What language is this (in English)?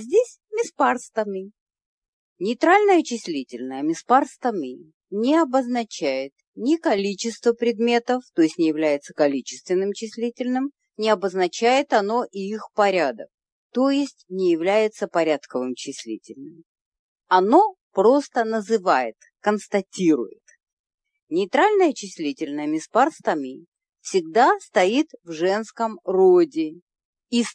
Russian